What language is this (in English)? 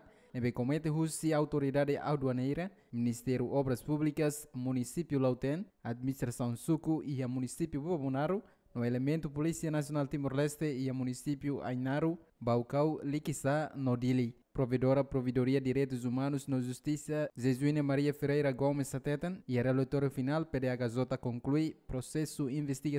Tetum